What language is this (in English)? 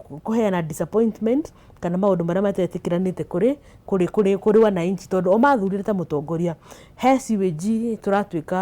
Kikuyu